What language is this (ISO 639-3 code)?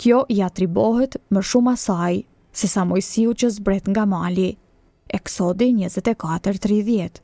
sqi